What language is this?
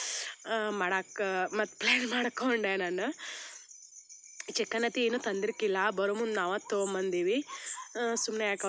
Kannada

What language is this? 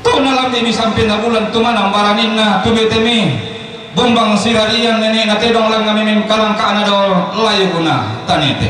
Toraja-Sa'dan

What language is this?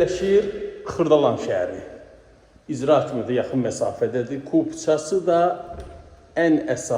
Azerbaijani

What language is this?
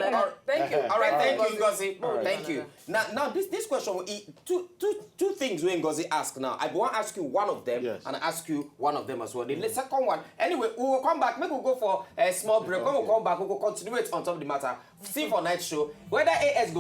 Nigerian Pidgin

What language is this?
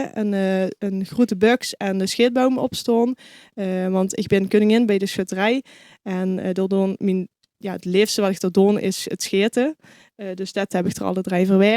Limburgish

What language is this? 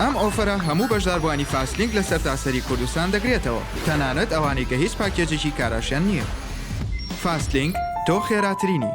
Central Kurdish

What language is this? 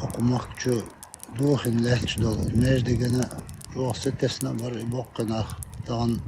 Chechen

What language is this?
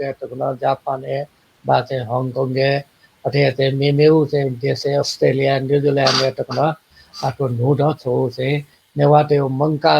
Newari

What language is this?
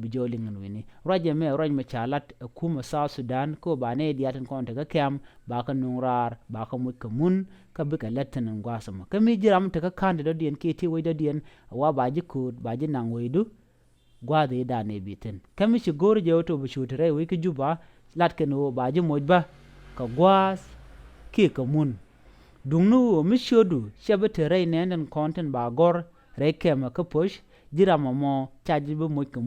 Nuer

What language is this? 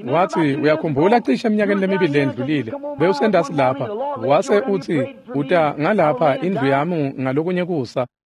Swati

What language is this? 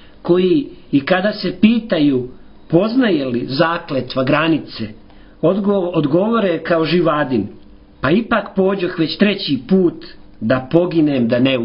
Serbian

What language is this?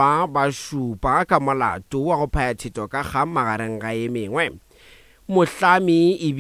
Northern Sotho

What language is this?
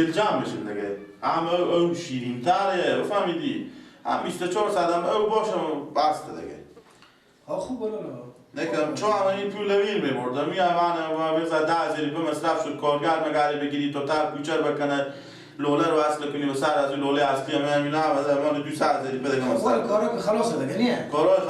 Persian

